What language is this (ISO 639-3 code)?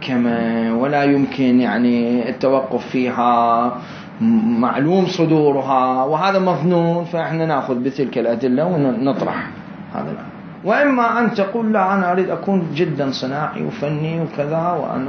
acm